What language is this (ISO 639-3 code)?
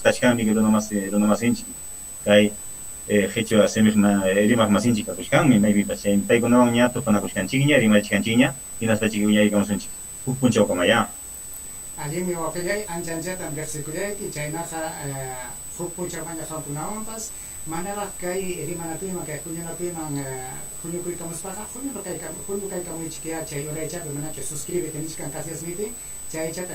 quy